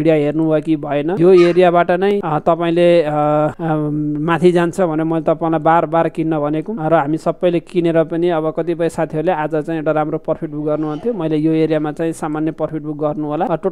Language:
Nepali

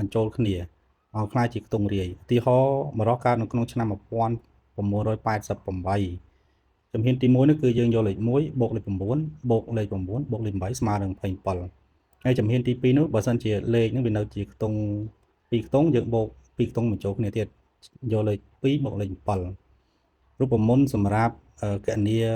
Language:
Khmer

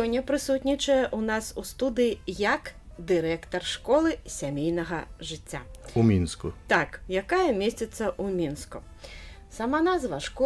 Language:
Belarusian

